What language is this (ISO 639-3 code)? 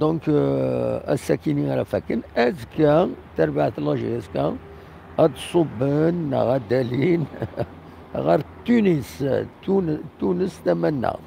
kab